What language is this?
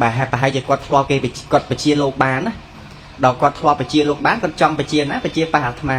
Khmer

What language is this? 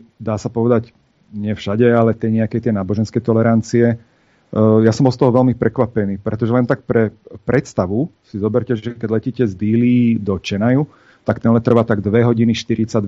Slovak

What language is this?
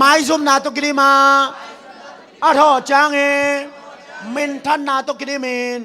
Tedim Chin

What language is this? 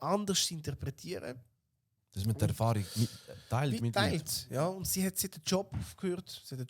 Swiss German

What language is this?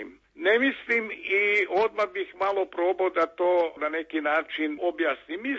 Serbian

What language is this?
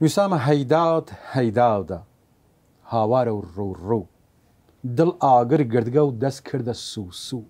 Southern Kurdish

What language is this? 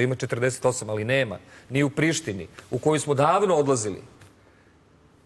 Serbian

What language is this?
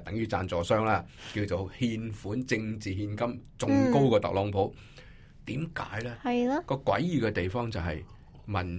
Cantonese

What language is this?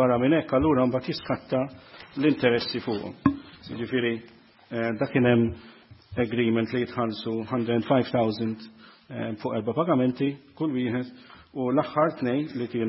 Maltese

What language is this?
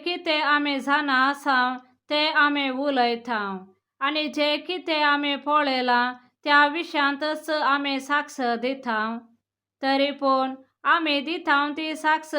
Konkani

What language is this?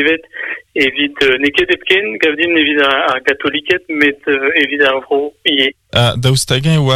Breton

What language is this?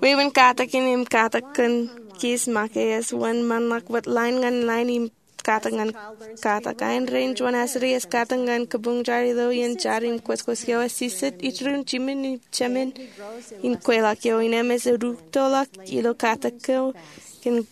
Marshallese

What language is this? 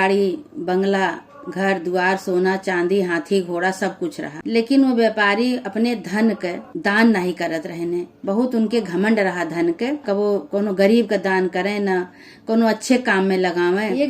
Awadhi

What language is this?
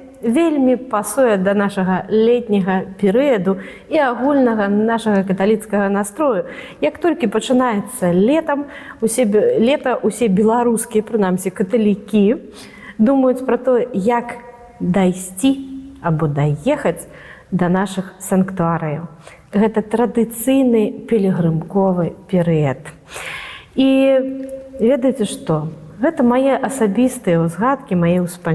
Belarusian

